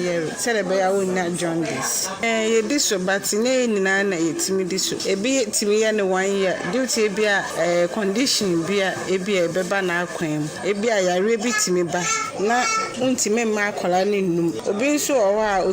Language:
Akan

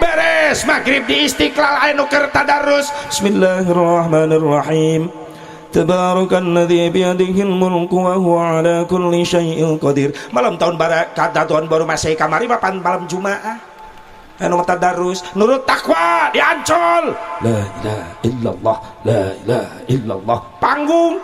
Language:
Sundanese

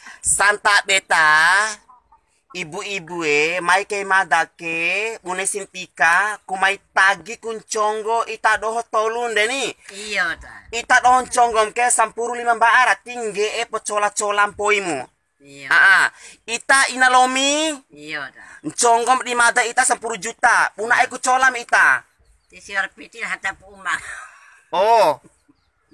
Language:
Bima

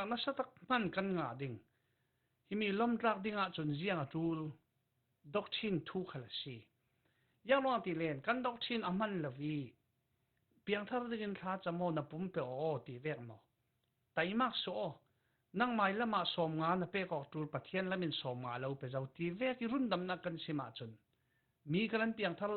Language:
Falam Chin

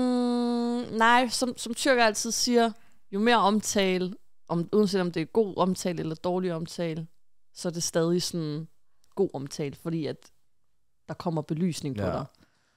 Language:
Danish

